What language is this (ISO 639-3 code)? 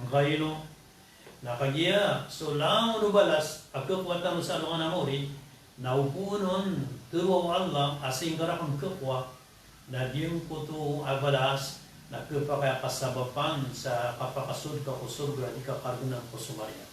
mrw